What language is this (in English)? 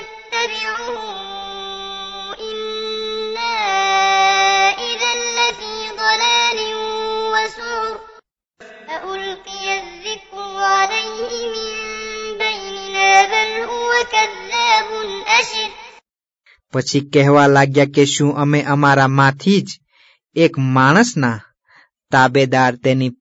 Gujarati